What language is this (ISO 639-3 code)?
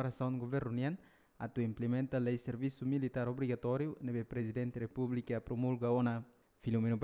tet